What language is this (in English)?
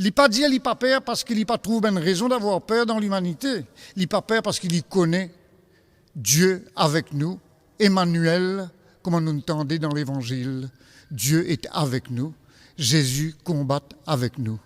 Morisyen